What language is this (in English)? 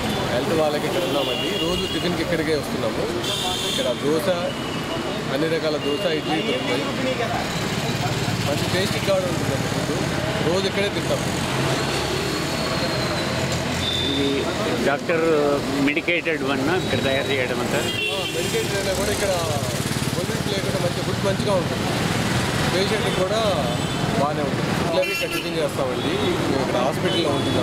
Telugu